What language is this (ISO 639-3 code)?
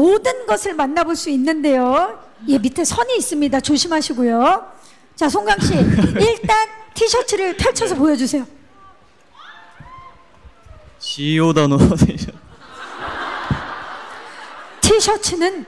kor